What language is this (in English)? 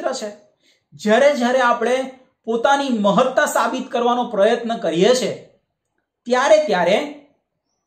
Gujarati